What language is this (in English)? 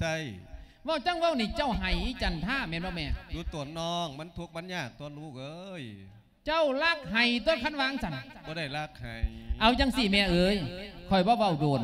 Lao